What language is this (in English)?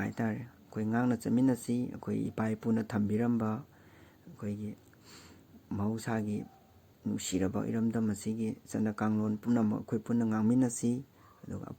Manipuri